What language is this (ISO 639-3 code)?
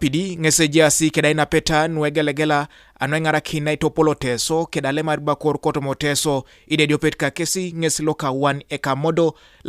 teo